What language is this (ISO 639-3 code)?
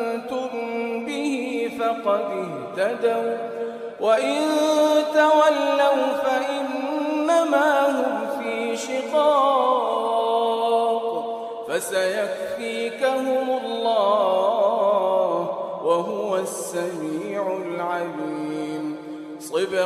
ara